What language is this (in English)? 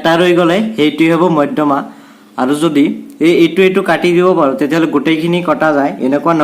Assamese